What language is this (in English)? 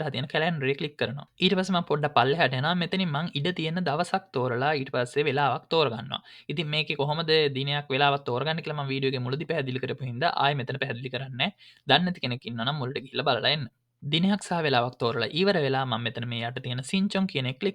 Sinhala